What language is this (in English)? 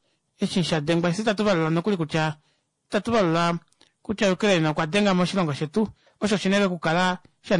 Kuanyama